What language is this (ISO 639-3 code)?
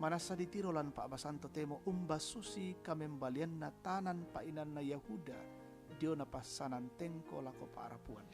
sda